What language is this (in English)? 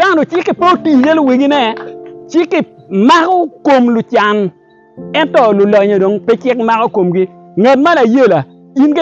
Acoli